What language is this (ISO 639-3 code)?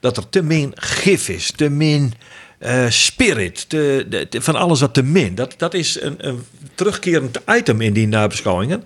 fry